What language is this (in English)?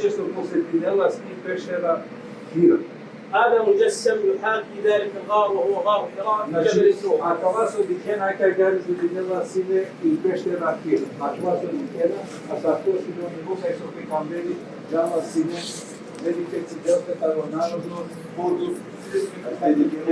Balkan Romani